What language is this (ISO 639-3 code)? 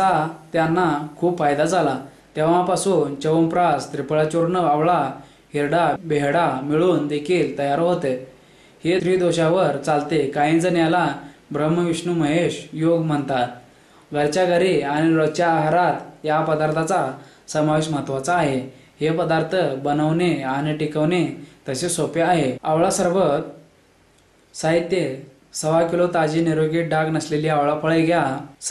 mar